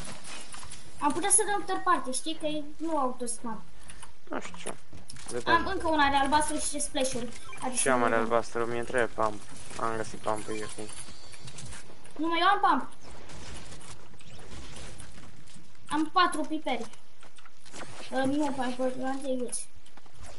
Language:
Romanian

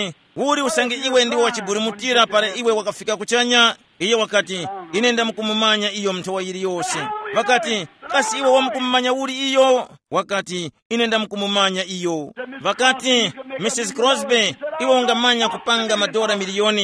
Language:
Tumbuka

